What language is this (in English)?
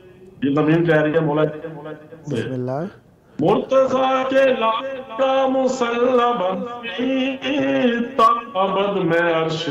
Urdu